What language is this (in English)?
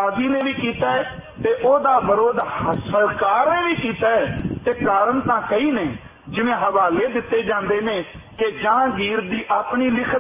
Punjabi